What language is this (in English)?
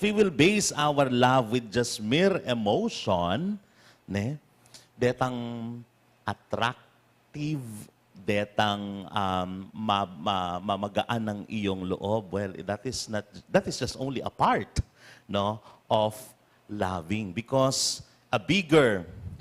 Pampanga